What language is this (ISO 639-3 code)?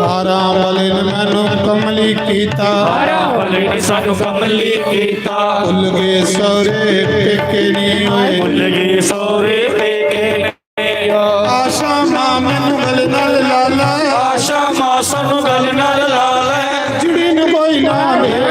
doi